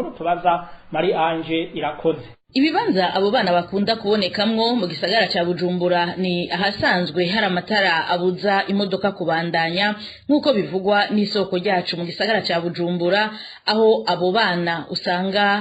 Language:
Rundi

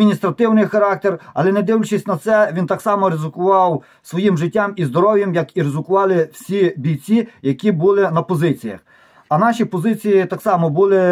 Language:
Ukrainian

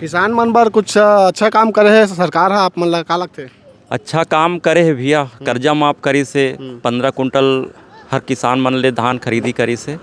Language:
Chhattisgarhi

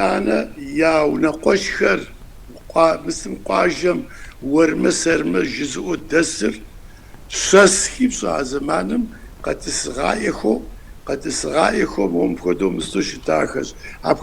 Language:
Kabardian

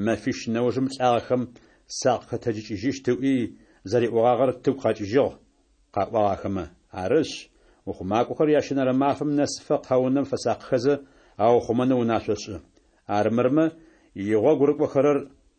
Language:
Adyghe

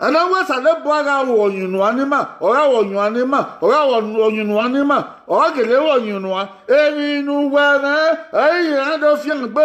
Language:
Bini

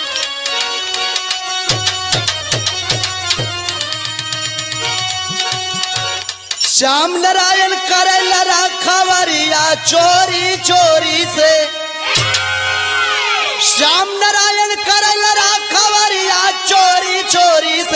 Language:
Bhojpuri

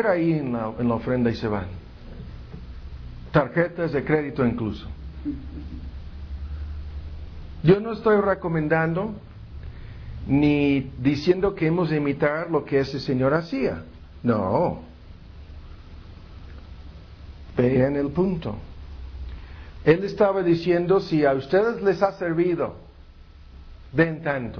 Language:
Spanish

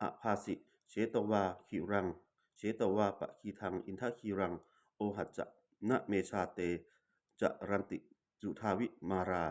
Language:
Pali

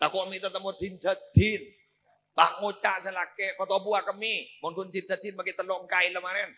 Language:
Madurese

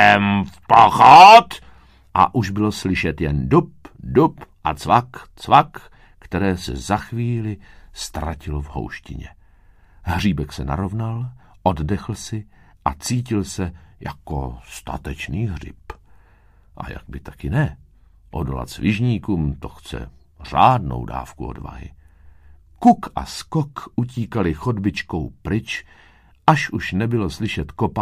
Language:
Czech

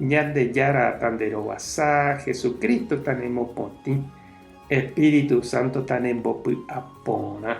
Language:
Guarani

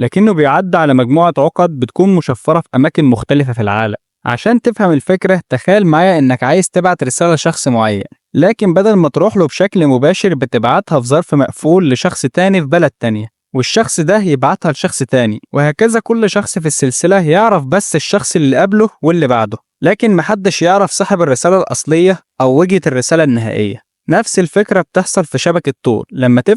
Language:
Egyptian Arabic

